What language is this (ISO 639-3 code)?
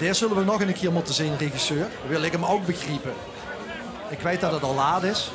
lim